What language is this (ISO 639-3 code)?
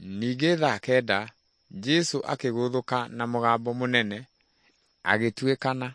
kik